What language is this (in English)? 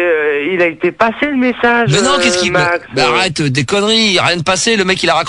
French